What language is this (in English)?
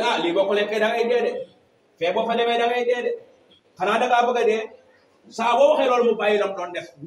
Wolof